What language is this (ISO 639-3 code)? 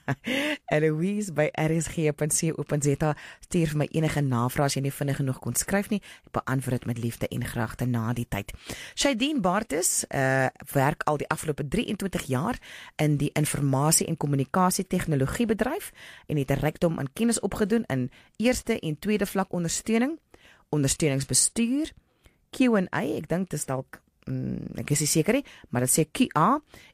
afr